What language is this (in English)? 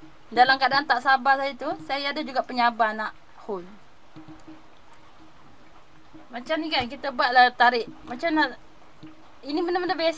Malay